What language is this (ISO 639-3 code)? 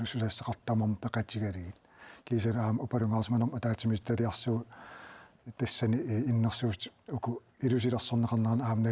kal